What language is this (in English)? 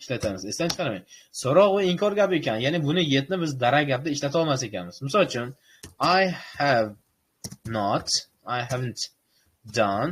Uzbek